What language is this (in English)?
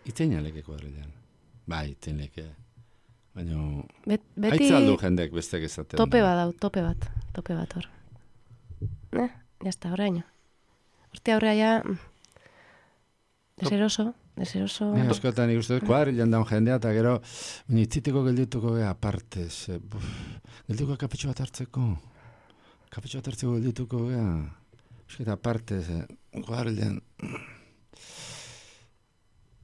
Basque